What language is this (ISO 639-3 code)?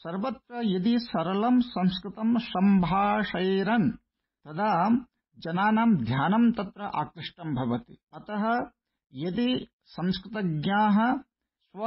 san